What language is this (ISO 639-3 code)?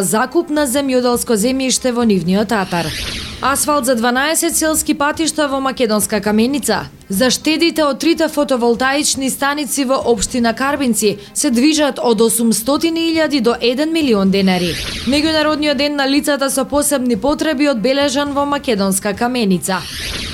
mkd